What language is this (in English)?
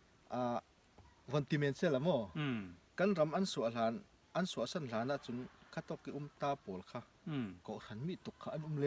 Falam Chin